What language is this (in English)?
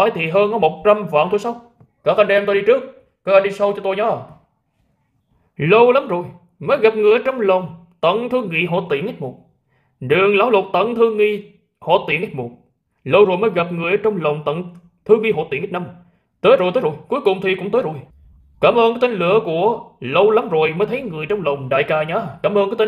Vietnamese